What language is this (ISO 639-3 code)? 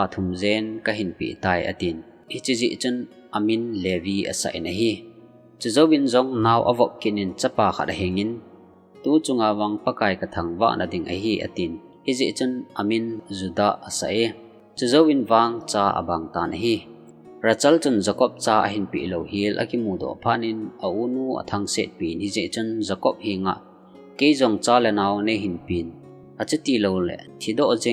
tcz